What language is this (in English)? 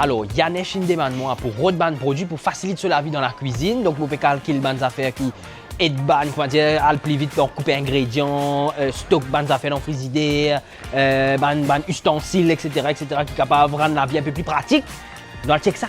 Morisyen